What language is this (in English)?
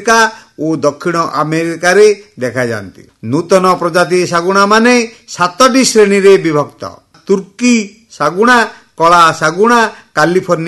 Odia